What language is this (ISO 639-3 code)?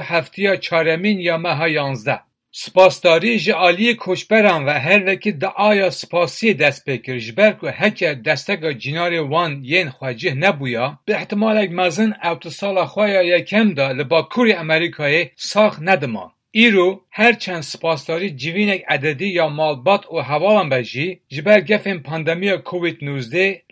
kur